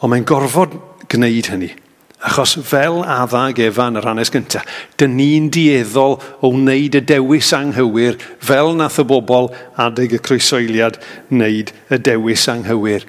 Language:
Welsh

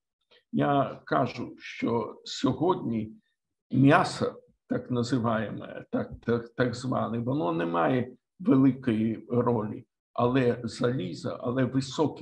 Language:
Ukrainian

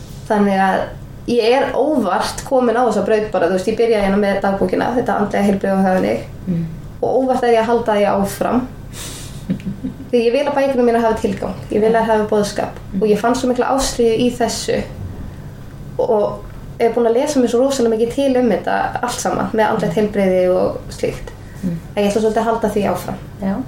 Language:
Icelandic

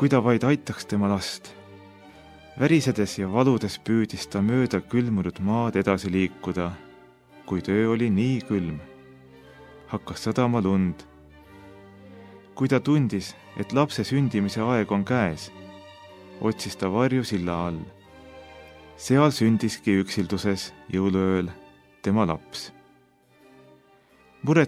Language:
Estonian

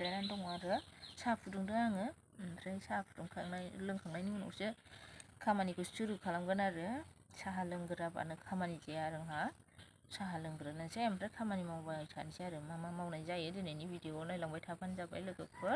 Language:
Bodo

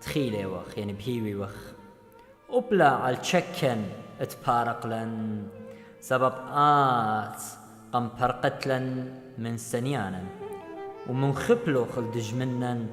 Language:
Assyrian Neo-Aramaic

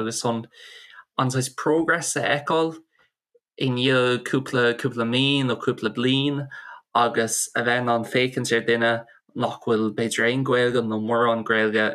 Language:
Irish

